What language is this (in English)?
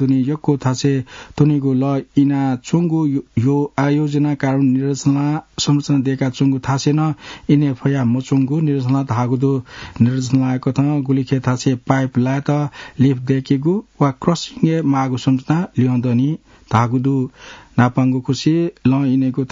Newari